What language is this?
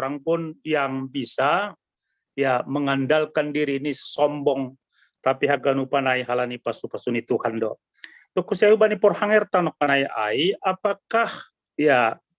Batak Simalungun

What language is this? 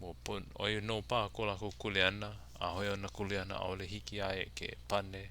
Hawaiian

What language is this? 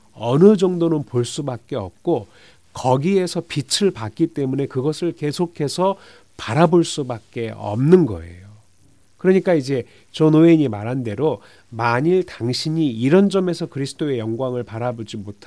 Korean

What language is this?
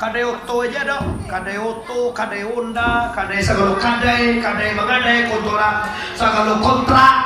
Minangkabau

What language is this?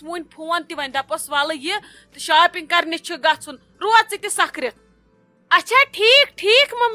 Kashmiri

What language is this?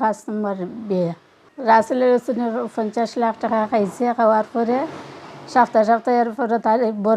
Sylheti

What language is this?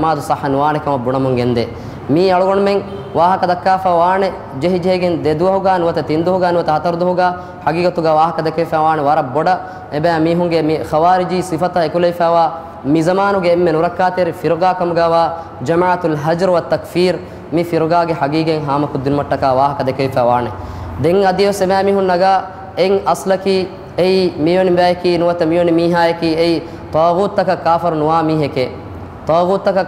Divehi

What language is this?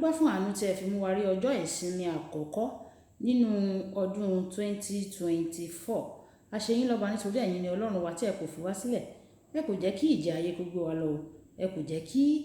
Yoruba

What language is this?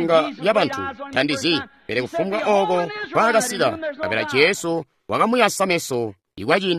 Tonga (Zambia)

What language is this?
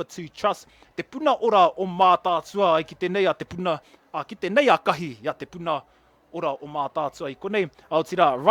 Māori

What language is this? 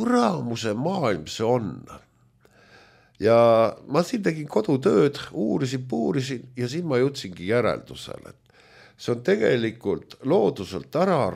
Estonian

